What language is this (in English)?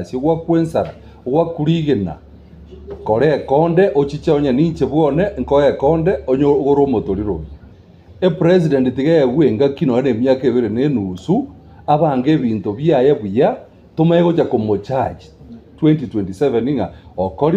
Gusii